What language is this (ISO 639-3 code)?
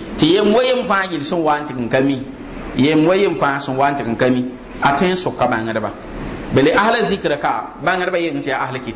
mos